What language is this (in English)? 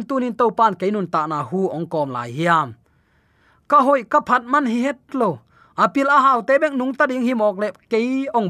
Tedim Chin